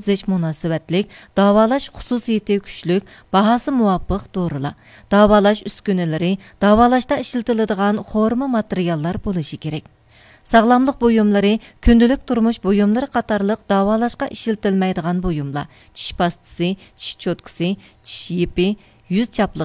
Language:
Uyghur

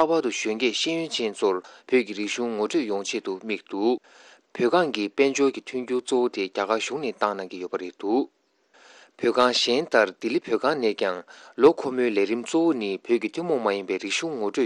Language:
Tibetan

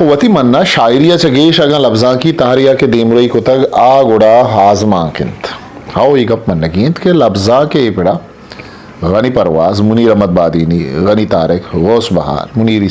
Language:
Eastern Balochi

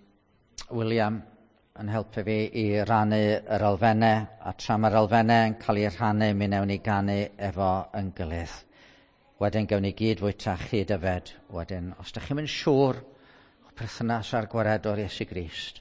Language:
Welsh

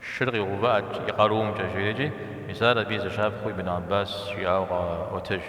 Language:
Kabardian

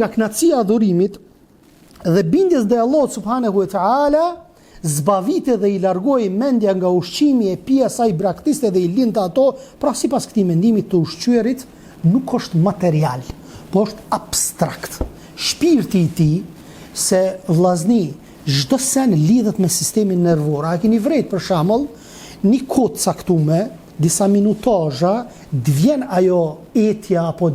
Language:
Albanian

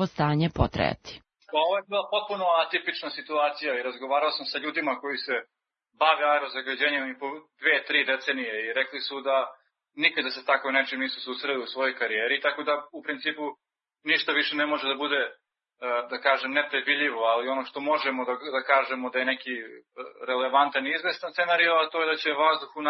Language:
Serbian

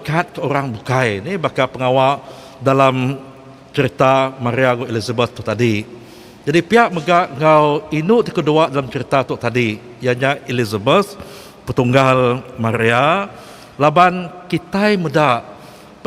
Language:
Iban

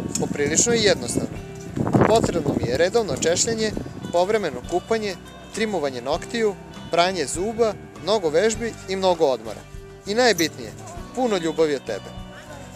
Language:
Serbian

